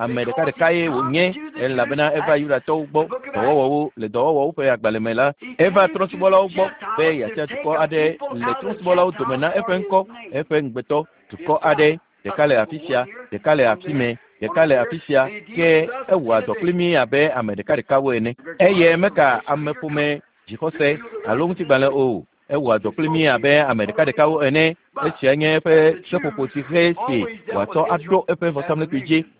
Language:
Ewe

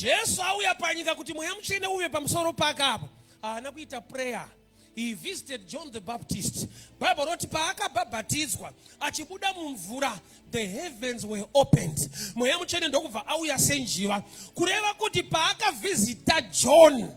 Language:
Shona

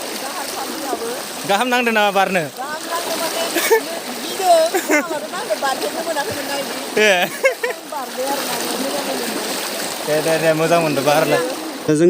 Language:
Bodo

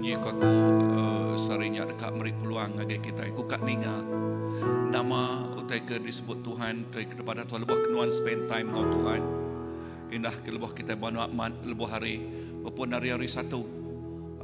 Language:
Iban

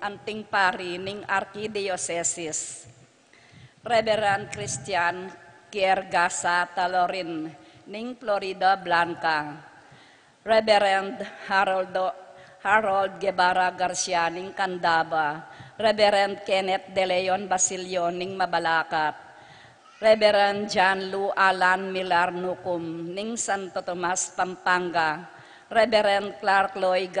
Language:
Pampanga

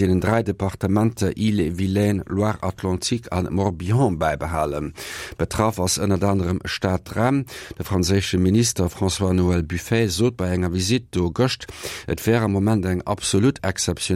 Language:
Luxembourgish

